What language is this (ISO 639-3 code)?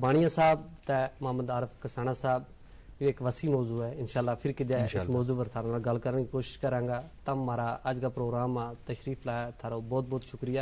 gju